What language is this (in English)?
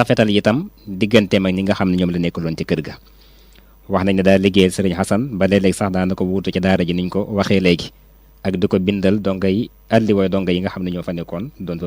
Wolof